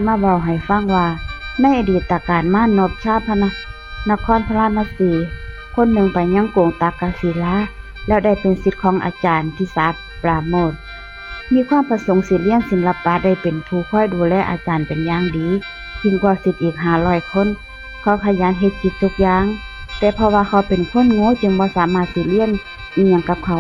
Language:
Northeastern Thai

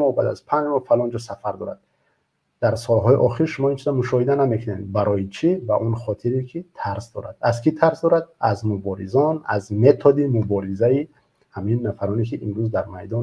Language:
Tajik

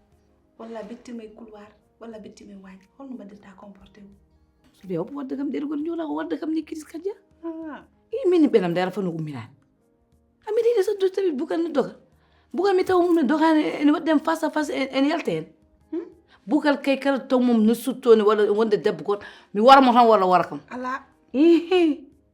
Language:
Fula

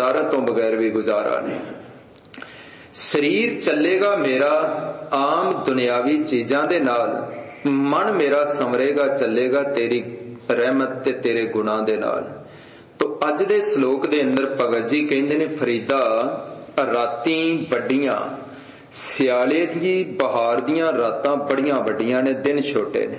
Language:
Punjabi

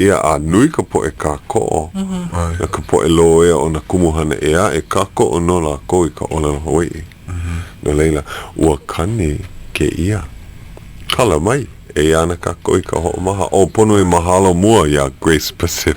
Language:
Hawaiian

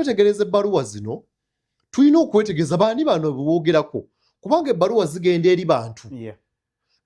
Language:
Ganda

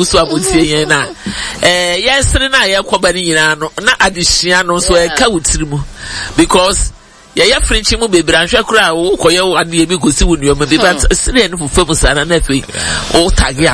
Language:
Akan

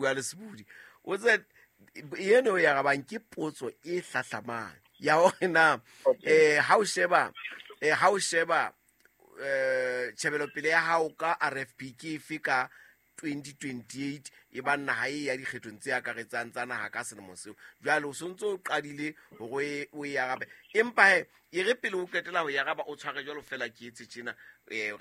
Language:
Southern Sotho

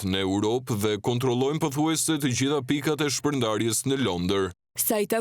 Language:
Albanian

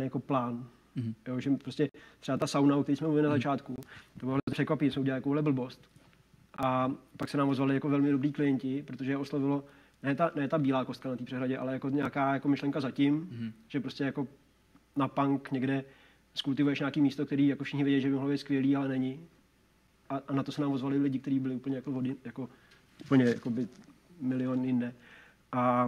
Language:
Czech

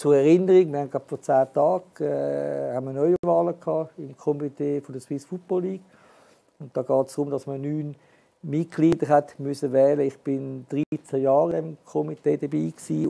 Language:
German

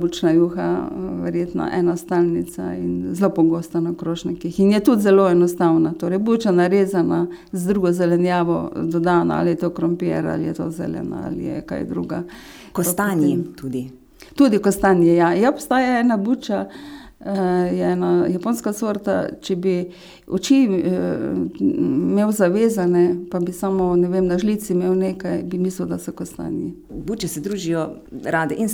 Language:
Slovenian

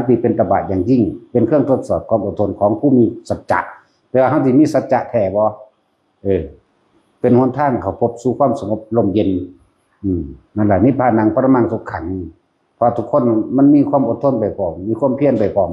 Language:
Lao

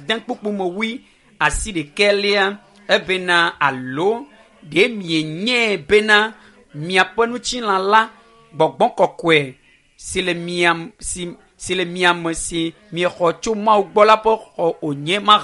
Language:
Ewe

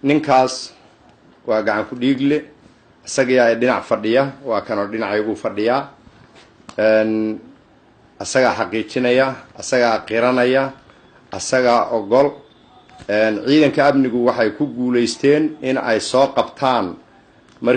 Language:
Somali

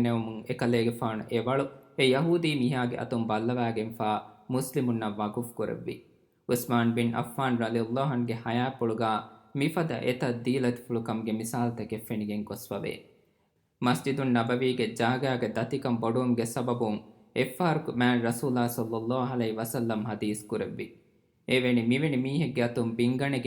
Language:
Divehi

